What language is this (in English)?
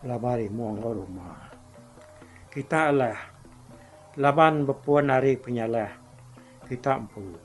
Iban